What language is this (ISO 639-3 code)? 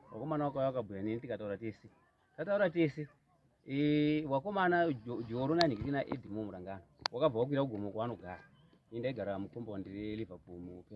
sna